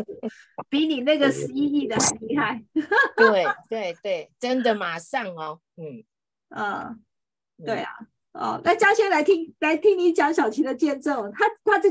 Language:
Chinese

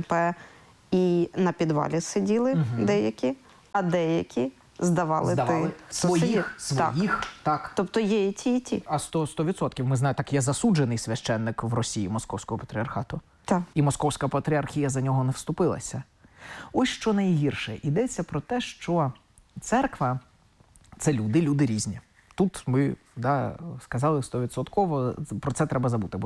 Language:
Ukrainian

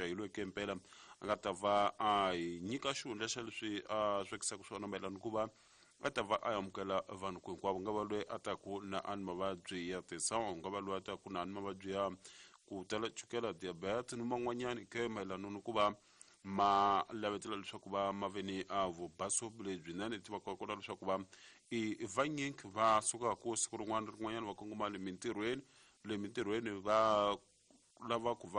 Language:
Tsonga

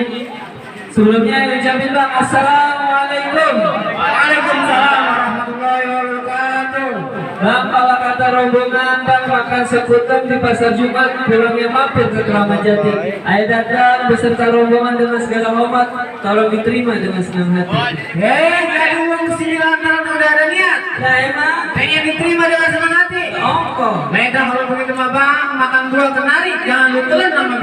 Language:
Betawi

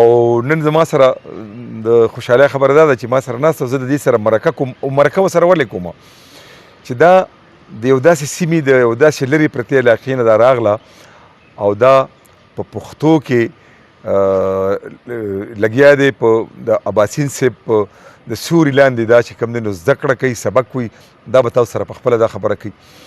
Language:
Pashto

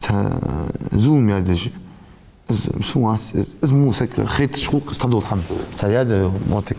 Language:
Ingush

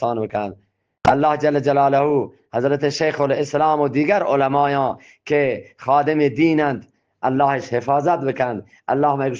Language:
Eastern Balochi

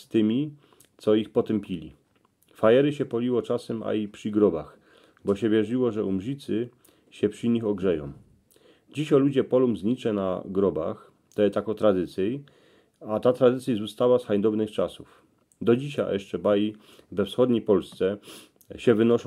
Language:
Silesian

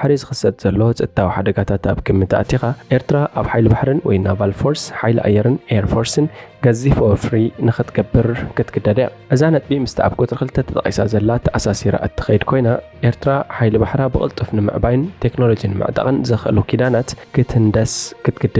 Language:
Tigrinya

